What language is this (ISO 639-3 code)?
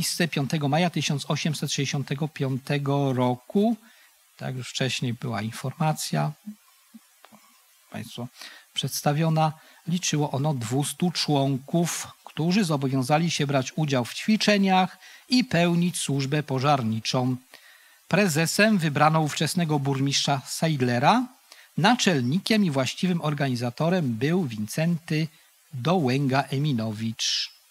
pol